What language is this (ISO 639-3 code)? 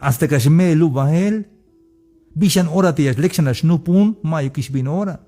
tzh